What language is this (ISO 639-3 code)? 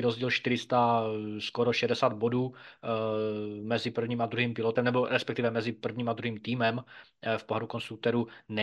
ces